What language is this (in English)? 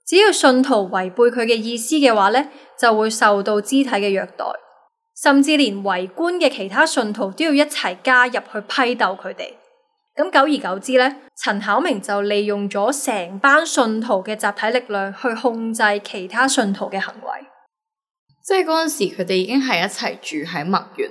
Cantonese